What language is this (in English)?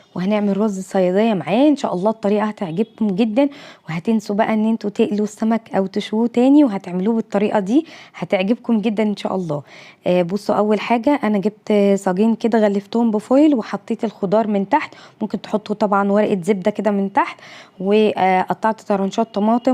Egyptian Arabic